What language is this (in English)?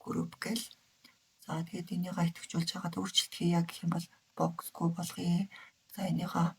Mongolian